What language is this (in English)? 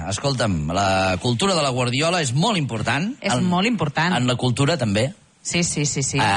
Catalan